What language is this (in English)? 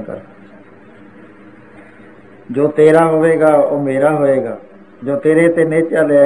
Punjabi